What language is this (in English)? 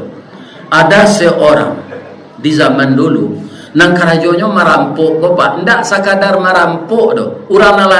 Minangkabau